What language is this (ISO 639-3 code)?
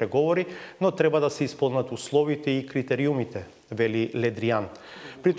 mkd